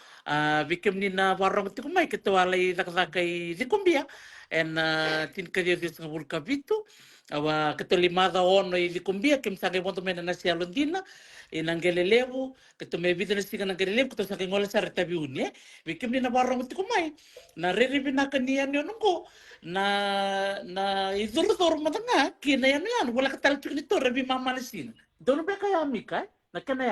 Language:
Fijian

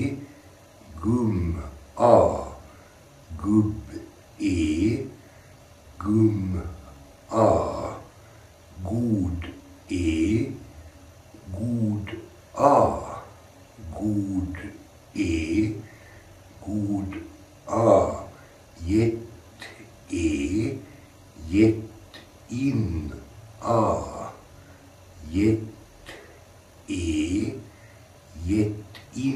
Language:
Swedish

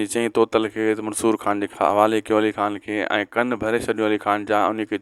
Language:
Sindhi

